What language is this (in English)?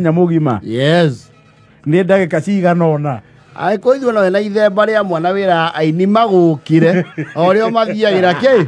Kikuyu